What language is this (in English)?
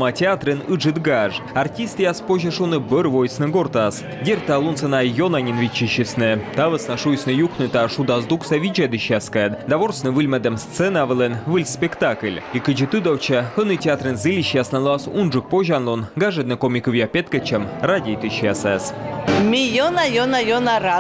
Komi